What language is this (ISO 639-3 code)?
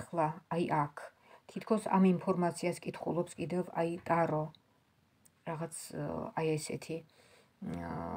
kat